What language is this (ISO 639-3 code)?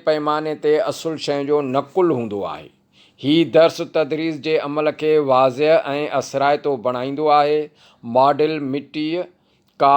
snd